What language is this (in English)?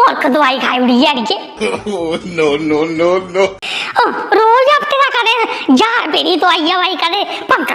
Dogri